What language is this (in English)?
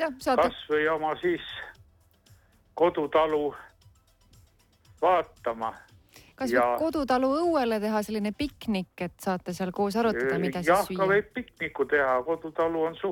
Estonian